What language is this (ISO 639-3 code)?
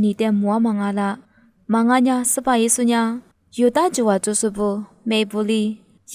lis